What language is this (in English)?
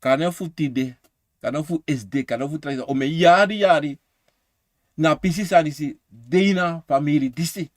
Sranan Tongo